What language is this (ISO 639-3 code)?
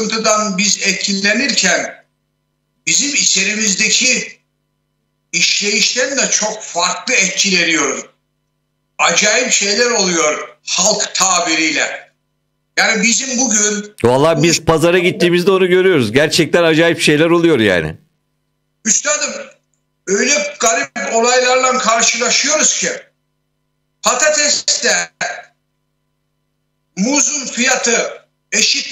tur